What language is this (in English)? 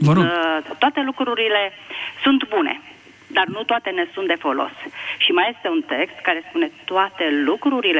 Romanian